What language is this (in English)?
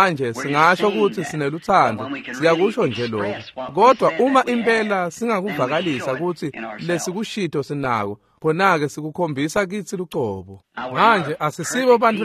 Swati